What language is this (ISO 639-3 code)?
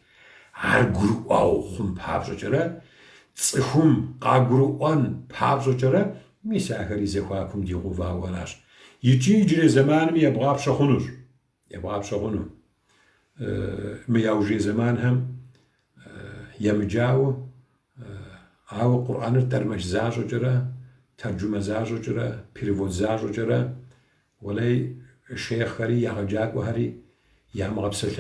kbd